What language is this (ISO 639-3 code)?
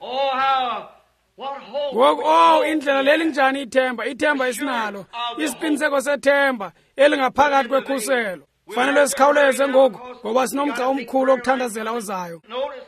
xho